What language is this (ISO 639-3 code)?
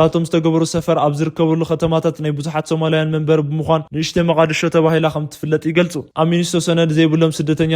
tir